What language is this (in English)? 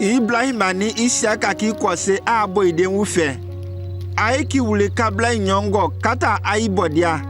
Konyanka Maninka